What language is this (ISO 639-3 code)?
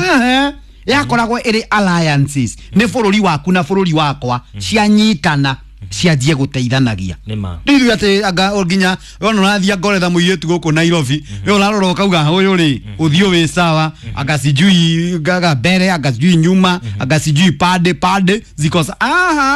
kik